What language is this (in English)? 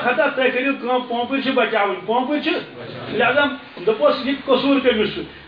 Kashmiri